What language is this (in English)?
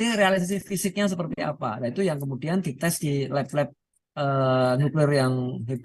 Indonesian